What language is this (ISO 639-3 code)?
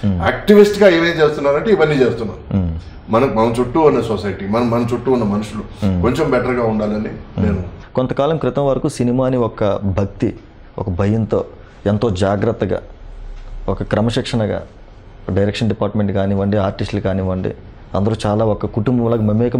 tel